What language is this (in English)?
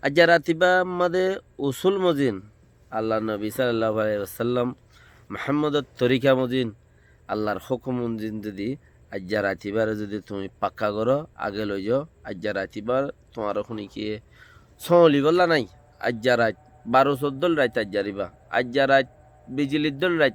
Rohingya